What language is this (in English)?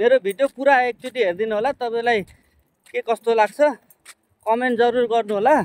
Nepali